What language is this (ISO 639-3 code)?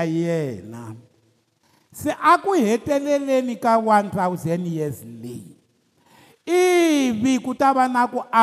tso